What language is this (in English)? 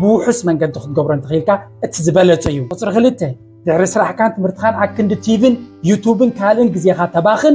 Tigrinya